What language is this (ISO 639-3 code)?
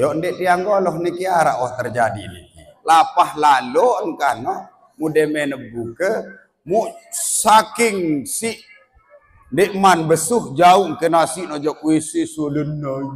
sas